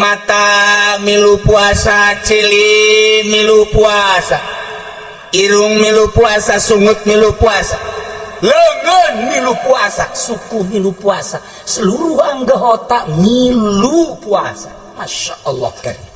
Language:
Sundanese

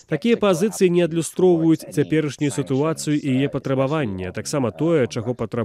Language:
Belarusian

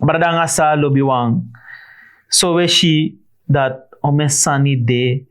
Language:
Sranan Tongo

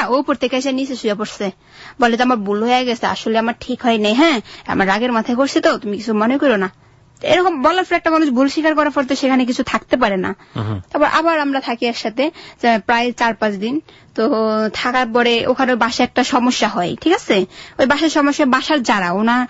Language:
Bangla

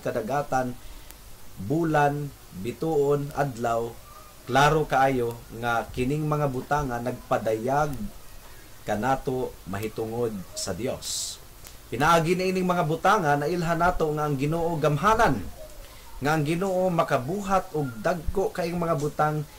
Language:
Cebuano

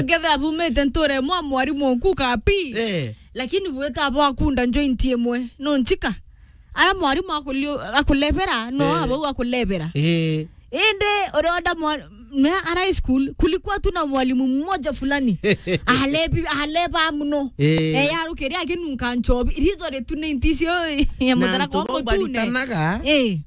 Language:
Meru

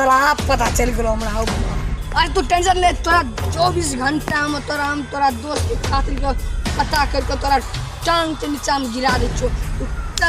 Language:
Maithili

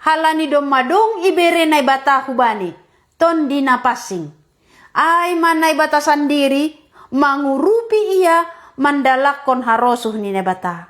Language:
Batak Simalungun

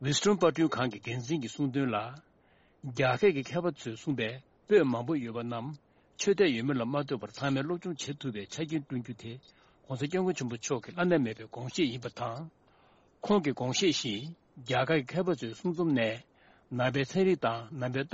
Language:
Tibetan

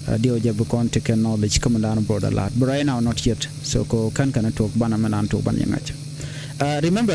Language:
Nuer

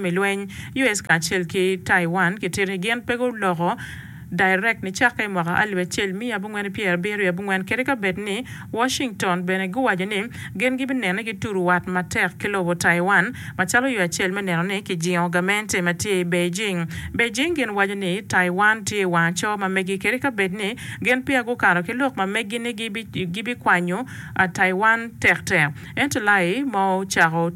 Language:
Acoli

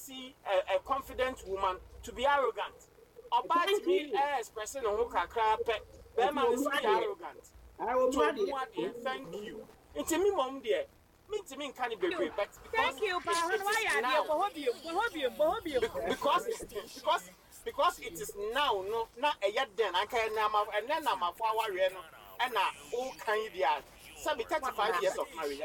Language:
Akan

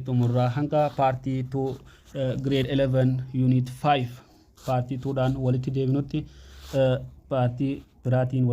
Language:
Oromo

